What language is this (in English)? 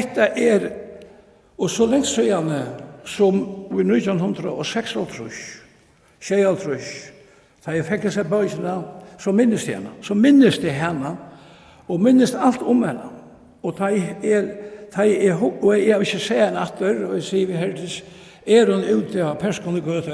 Faroese